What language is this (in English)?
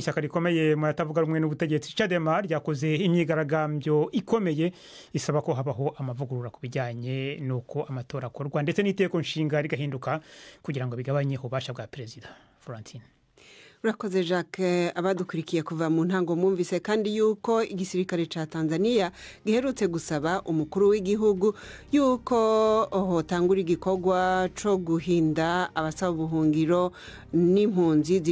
Rundi